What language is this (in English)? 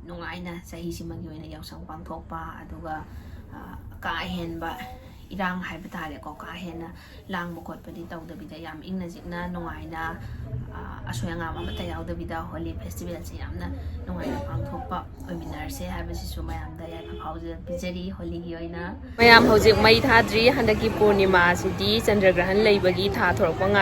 Manipuri